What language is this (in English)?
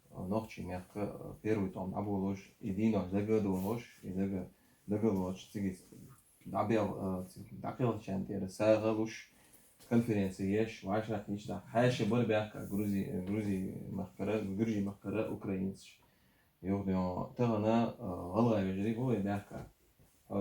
Chechen